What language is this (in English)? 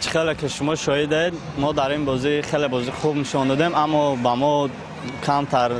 Tajik